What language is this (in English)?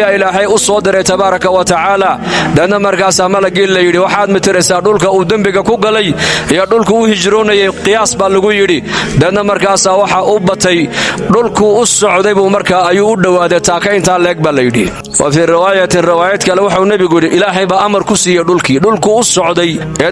Somali